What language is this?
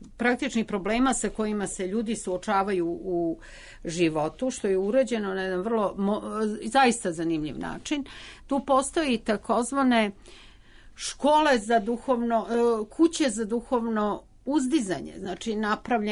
Serbian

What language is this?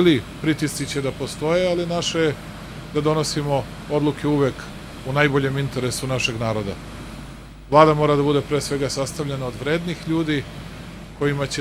Serbian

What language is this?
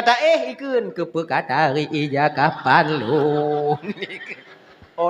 Achinese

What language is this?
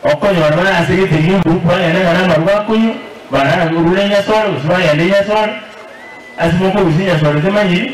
Gusii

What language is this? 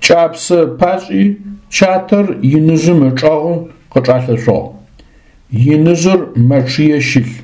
Adyghe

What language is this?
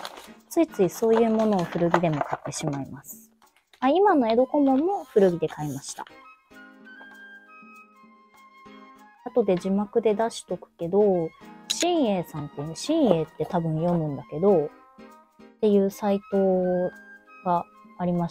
Japanese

